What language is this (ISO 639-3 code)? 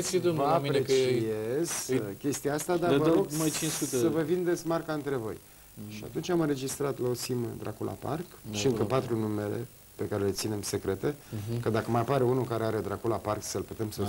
ron